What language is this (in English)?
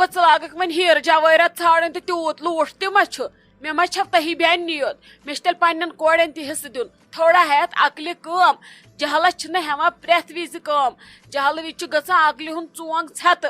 Kashmiri